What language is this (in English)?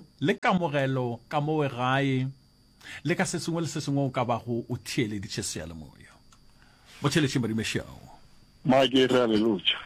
Northern Sotho